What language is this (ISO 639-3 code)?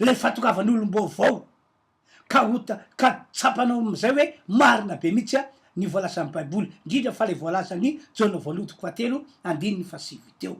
mlg